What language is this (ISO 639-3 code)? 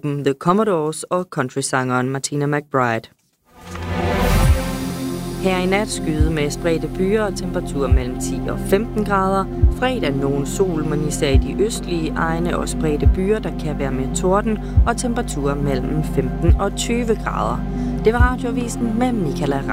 dan